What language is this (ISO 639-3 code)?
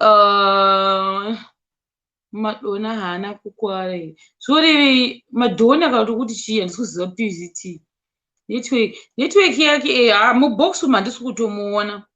sna